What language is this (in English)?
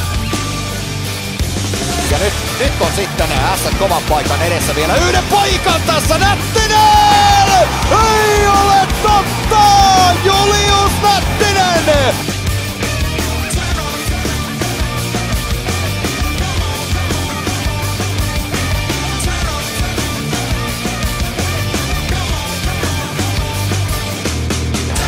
Finnish